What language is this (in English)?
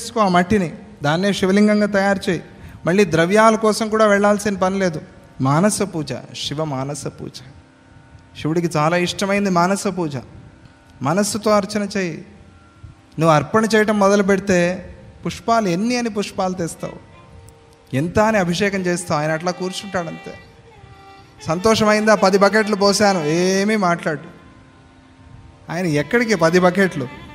Telugu